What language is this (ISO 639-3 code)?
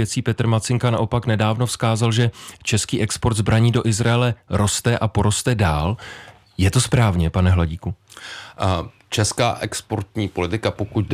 ces